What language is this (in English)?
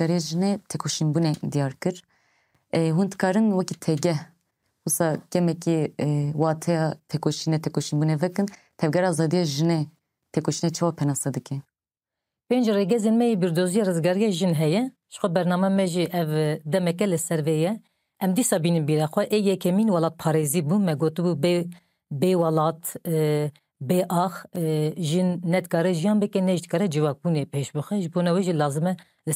Kurdish